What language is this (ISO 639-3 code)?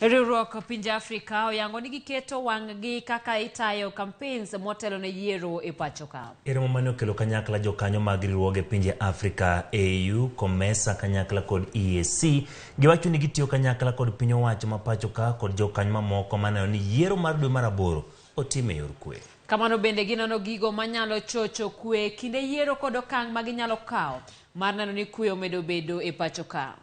luo